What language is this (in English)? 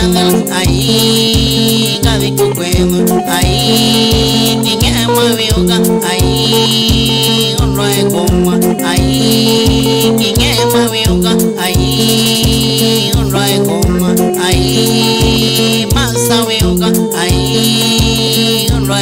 Kamba